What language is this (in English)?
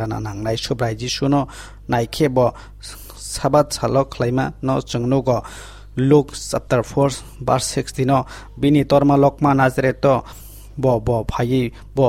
Kok Borok